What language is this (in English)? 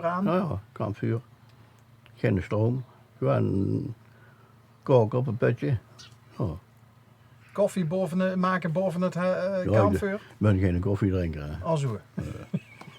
Limburgish